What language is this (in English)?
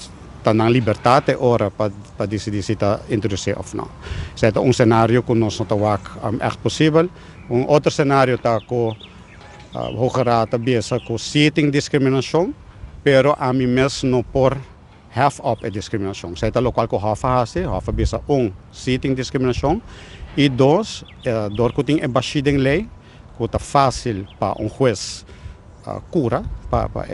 Papiamento